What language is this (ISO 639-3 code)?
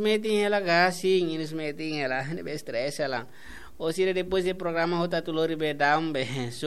tet